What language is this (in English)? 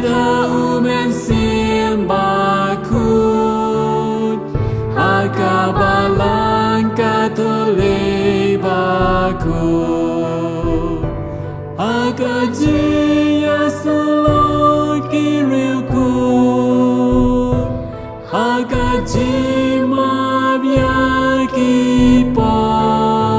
Khasi